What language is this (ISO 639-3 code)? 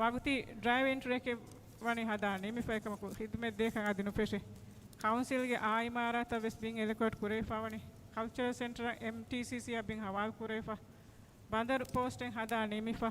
div